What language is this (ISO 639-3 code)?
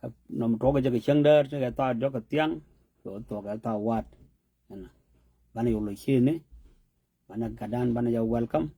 nus